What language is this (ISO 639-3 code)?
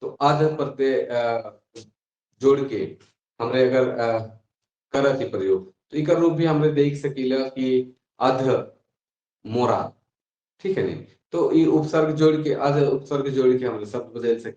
sck